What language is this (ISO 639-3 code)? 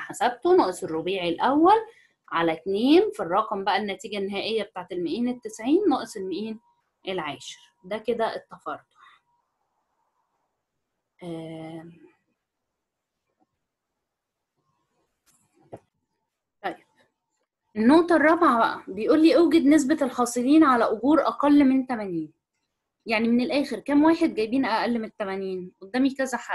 arz